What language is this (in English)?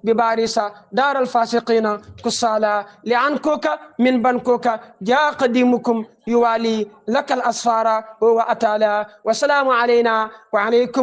Wolof